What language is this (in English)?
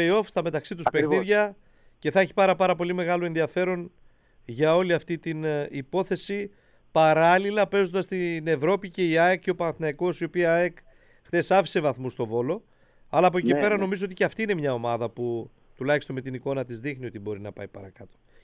Greek